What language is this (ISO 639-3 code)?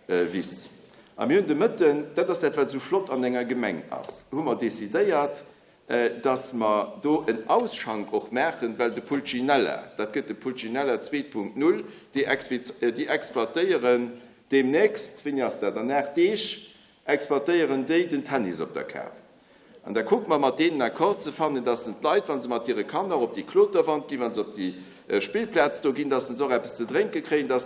ltz